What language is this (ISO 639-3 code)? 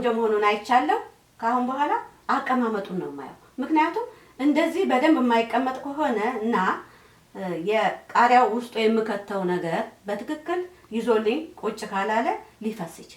amh